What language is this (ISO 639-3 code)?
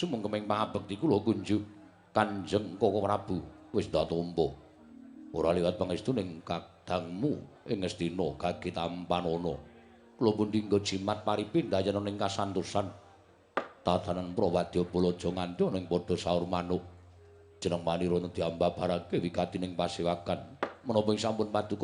jav